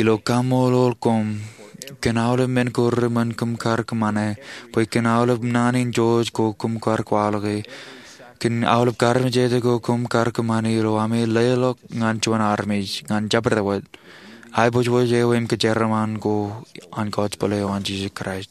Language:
Marshallese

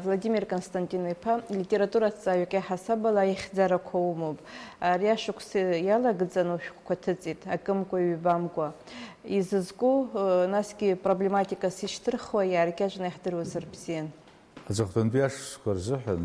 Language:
Abkhazian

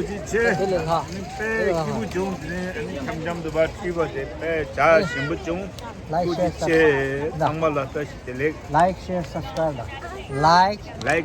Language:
Tibetan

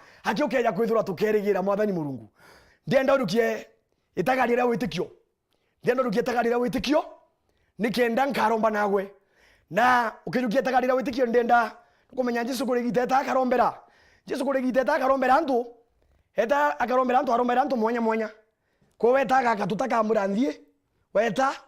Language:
Meru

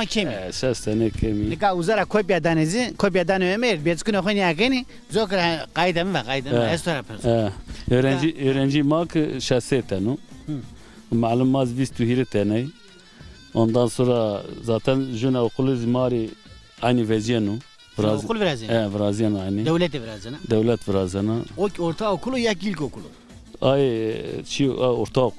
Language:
Zaza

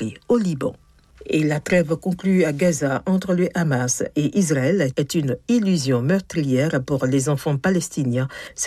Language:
French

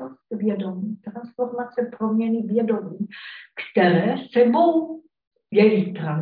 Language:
Czech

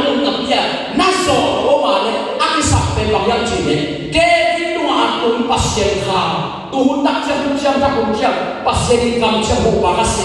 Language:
Tedim Chin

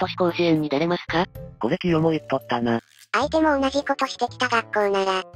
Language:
Japanese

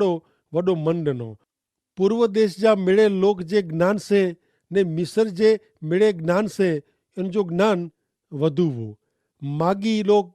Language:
Kachhi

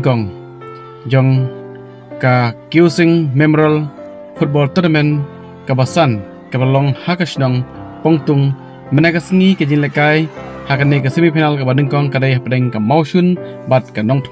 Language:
Khasi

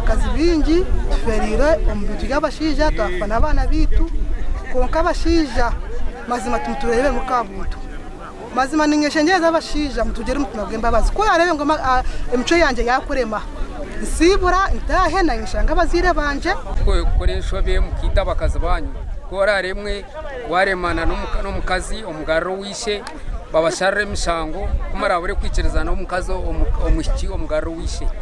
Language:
Nyankole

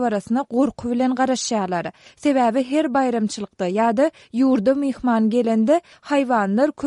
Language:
Turkmen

